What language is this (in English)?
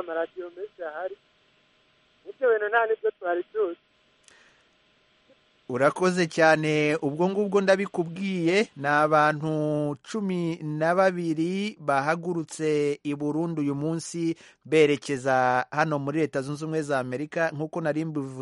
Kinyarwanda